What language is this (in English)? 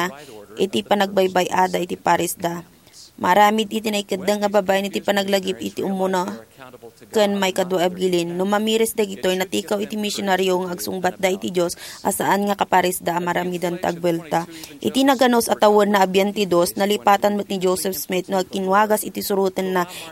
Iloko